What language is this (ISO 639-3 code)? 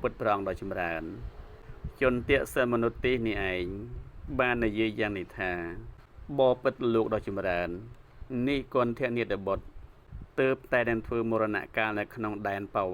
khm